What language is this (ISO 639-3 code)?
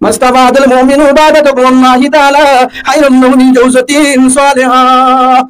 rhg